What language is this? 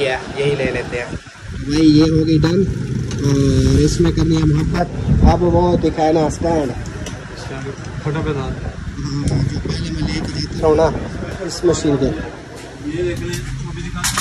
Hindi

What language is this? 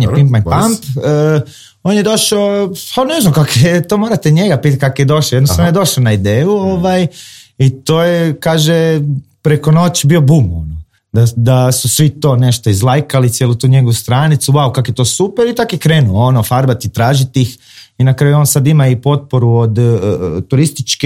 Croatian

